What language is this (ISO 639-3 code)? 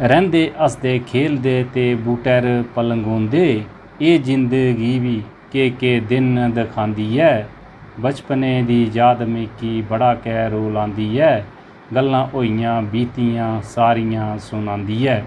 doi